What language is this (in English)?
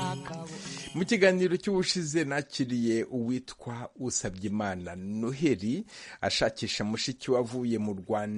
Kinyarwanda